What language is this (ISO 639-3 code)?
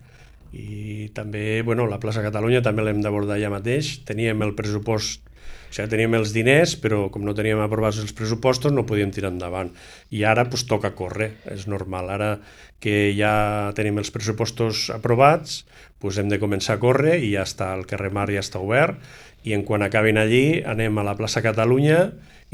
cat